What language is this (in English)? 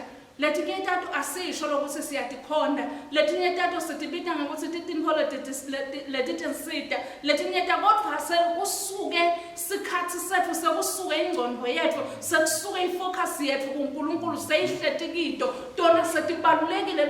Swati